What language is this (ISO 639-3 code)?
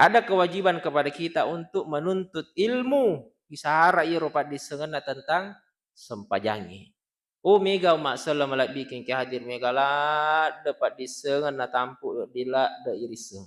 bug